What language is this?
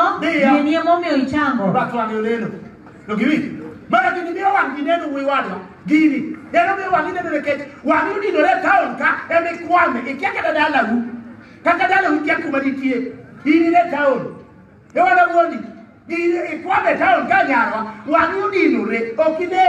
Luo (Kenya and Tanzania)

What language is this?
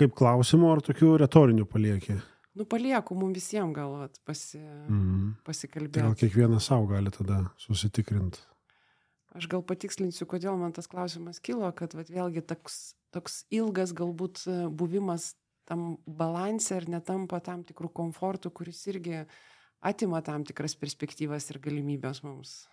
Lithuanian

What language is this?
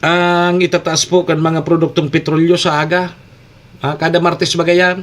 Bikol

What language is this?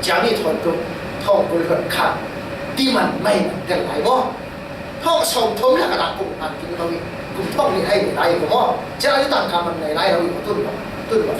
Falam Chin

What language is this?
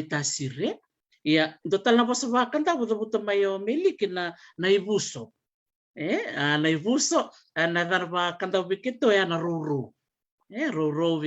Fijian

